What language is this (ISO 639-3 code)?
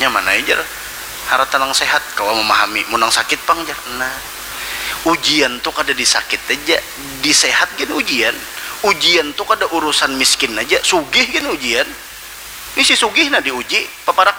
bjn